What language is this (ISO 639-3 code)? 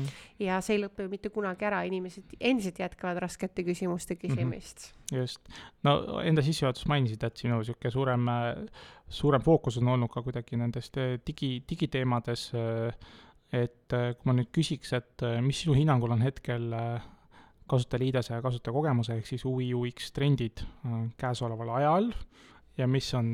est